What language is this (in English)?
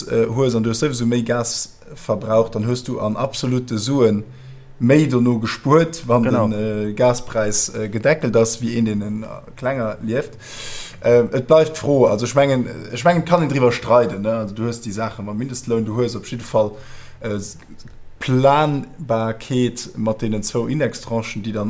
Luxembourgish